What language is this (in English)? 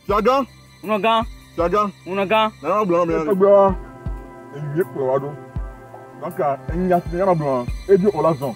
Ewe